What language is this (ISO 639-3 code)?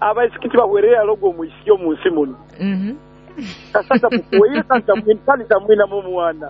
nyo